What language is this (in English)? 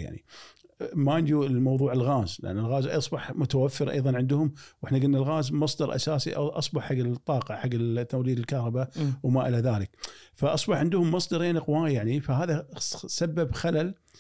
Gulf Arabic